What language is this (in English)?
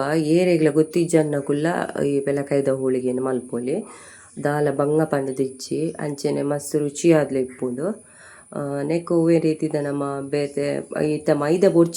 Tulu